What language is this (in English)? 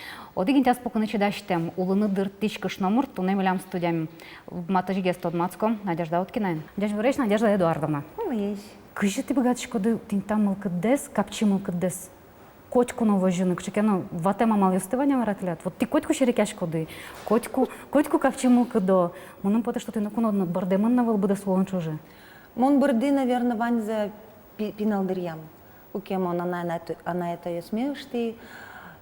Udmurt